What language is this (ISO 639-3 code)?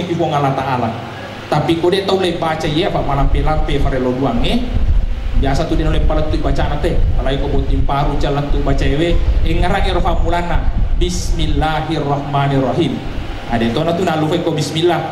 bug